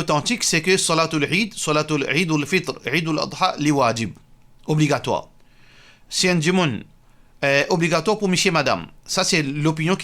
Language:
Morisyen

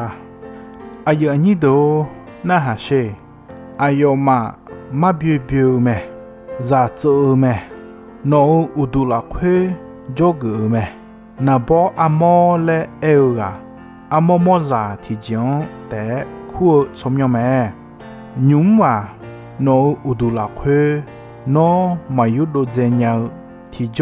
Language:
Akha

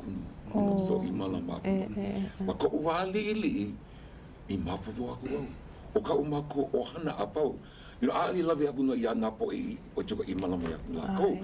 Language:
Hawaiian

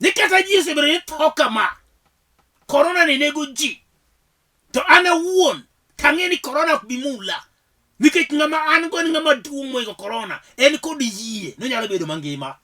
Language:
Luo (Kenya and Tanzania)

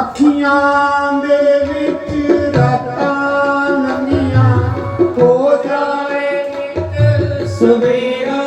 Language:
Dogri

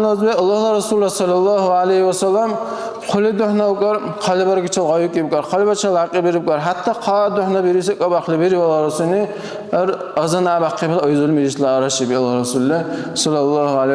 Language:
Dargwa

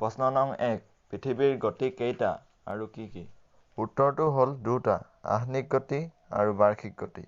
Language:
Assamese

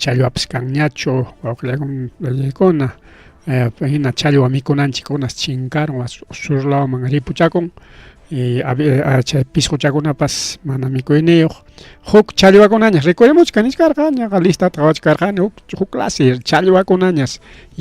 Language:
Ayacucho Quechua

